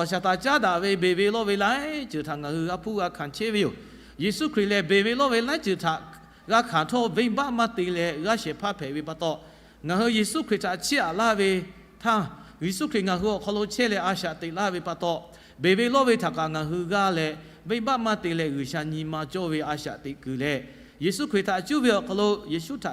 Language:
Lahu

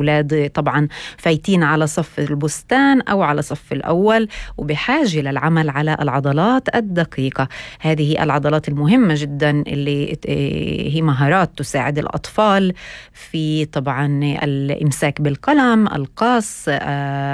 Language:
North Levantine Arabic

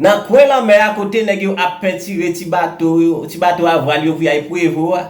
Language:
Haitian Creole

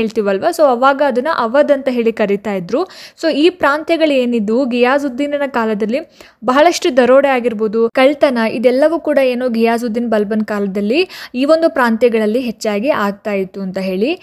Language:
Kannada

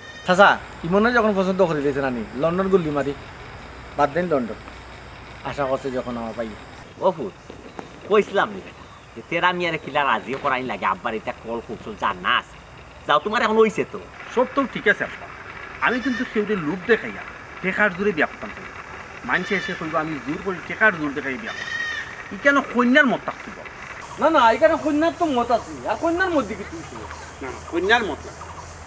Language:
Sylheti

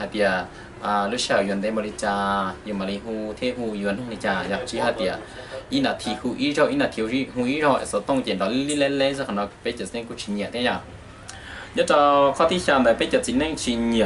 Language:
Hmong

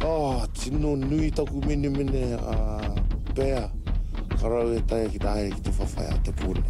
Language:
Māori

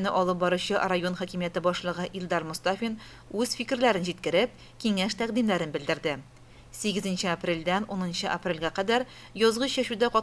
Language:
Tatar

